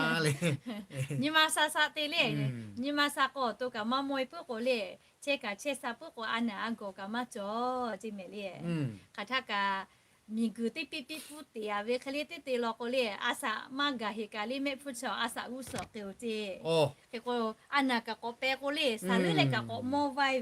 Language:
Lahu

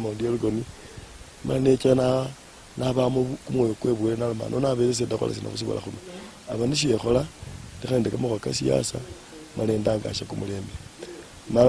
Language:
Luyia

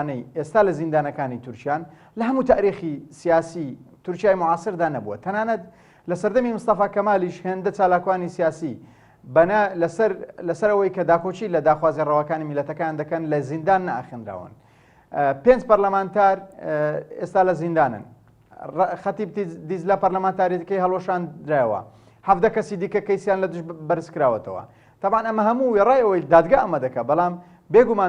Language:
Central Kurdish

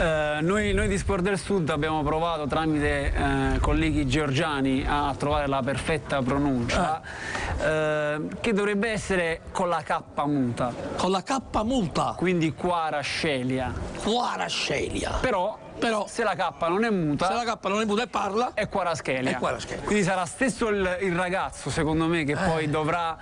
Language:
Italian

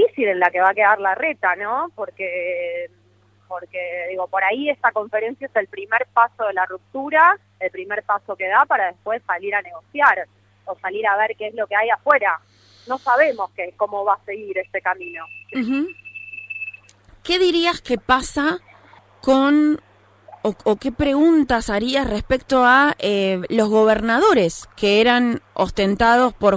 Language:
Spanish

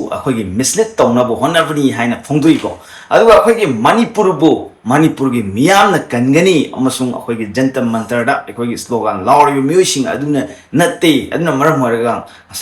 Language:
Manipuri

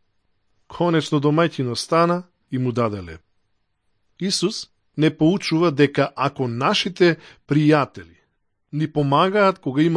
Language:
Macedonian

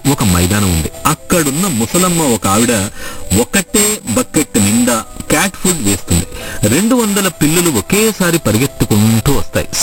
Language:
Telugu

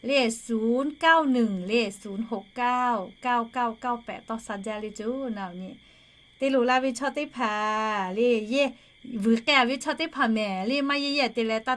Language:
Lahu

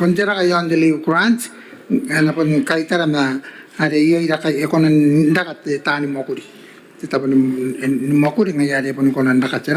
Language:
Gilbertese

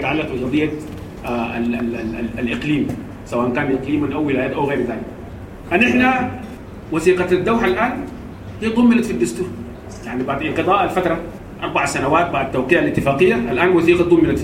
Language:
Sudanese Arabic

